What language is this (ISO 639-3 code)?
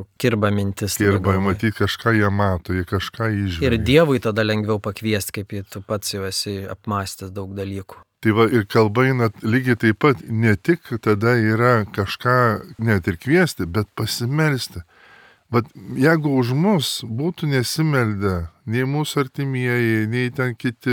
lit